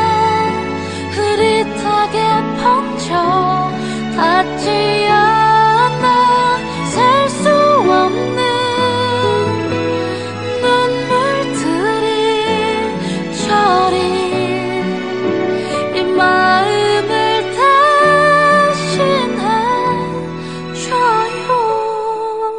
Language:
Korean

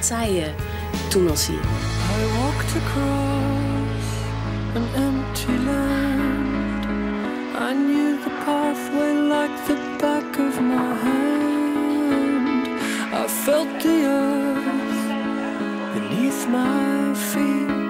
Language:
Western Frisian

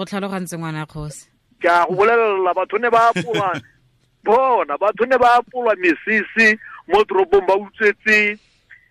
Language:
Tswana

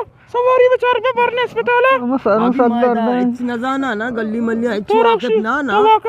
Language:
Eastern Balochi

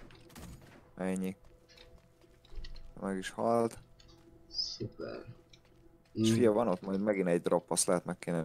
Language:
Hungarian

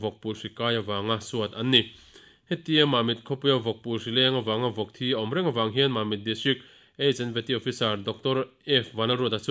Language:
Mizo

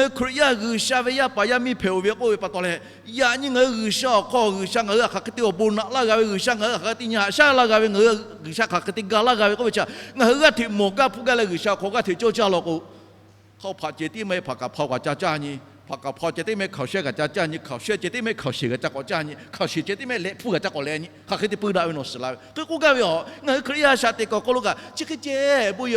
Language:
Lahu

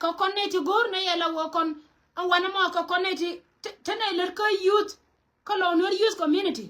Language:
Nuer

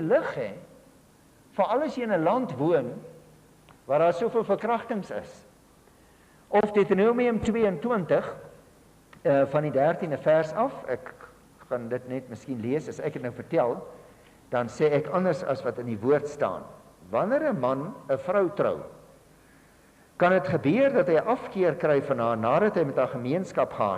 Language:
Afrikaans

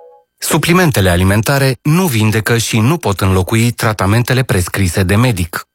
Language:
Romanian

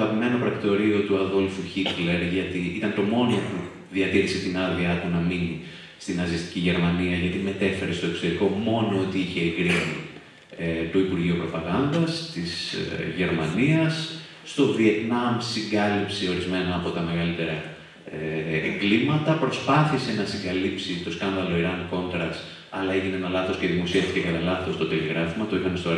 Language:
Greek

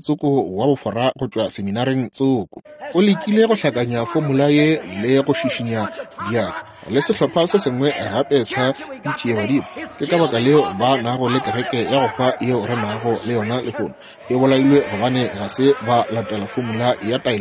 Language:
Northern Sotho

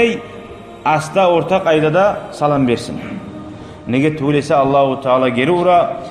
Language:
Kumyk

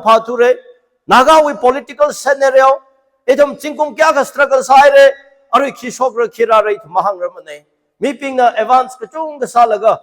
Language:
Tangkhul Naga (India)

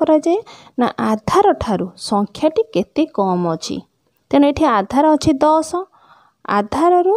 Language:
Odia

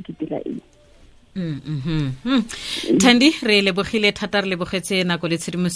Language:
Tswana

